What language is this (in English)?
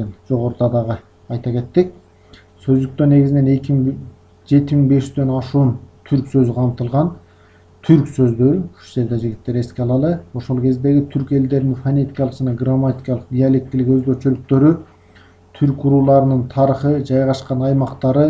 Kyrgyz